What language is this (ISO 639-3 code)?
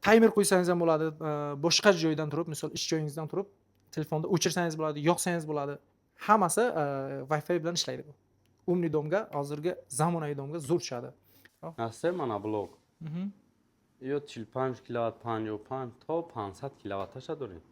tgk